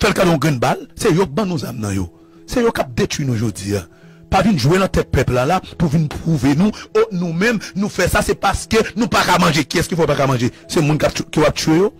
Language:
Haitian Creole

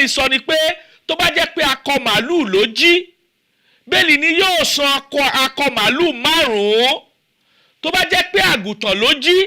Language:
Yoruba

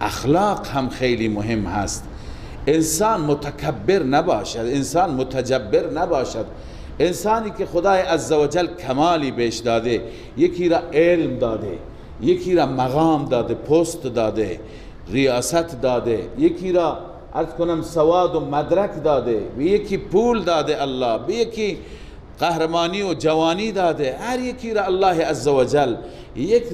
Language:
Persian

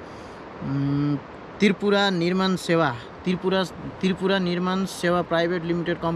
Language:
Nepali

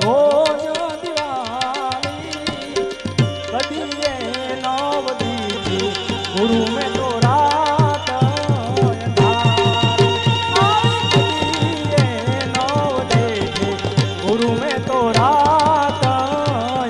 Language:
Gujarati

